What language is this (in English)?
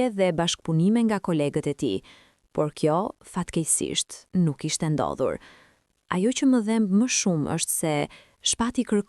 Albanian